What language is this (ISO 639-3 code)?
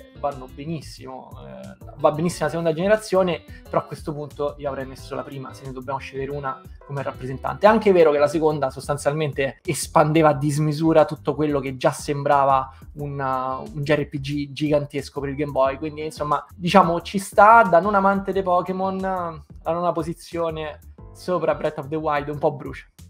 ita